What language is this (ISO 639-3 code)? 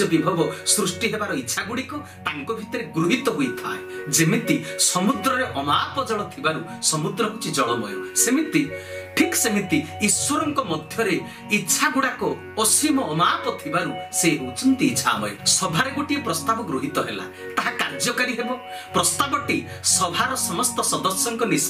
ori